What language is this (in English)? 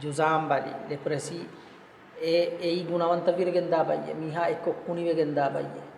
Divehi